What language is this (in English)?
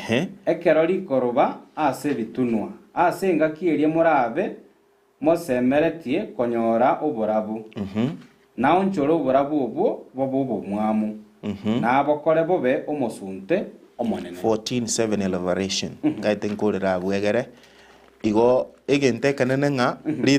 Gusii